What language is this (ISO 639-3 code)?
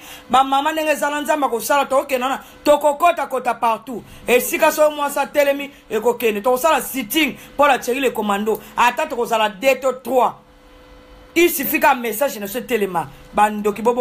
lin